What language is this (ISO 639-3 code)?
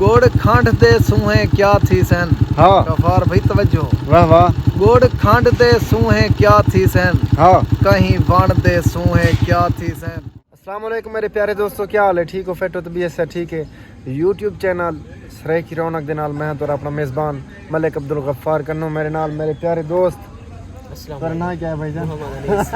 skr